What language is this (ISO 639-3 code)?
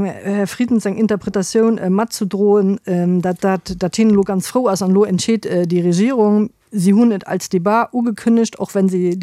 ltz